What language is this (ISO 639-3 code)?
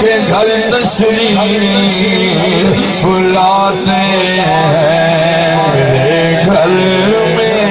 skr